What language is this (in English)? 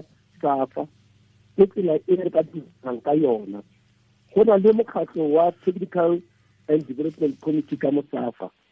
Tswana